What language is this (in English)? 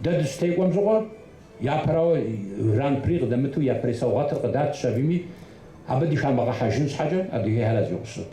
Kabardian